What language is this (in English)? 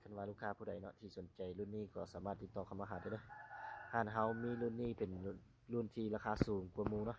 Lao